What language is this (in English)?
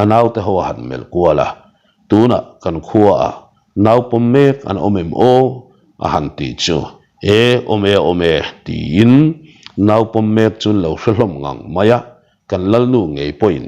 Mizo